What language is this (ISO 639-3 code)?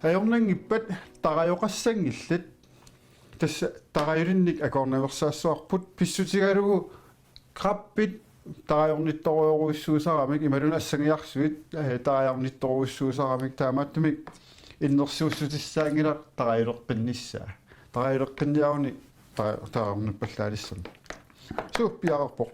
kal